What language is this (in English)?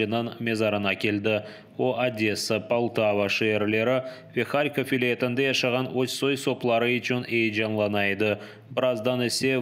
Crimean Tatar